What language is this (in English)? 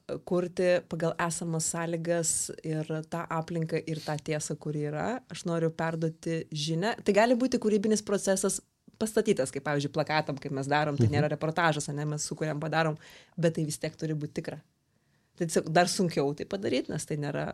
Lithuanian